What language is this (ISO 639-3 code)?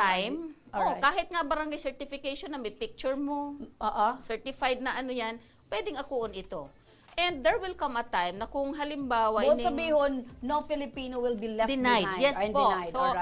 bik